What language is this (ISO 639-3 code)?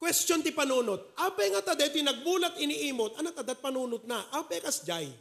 ilo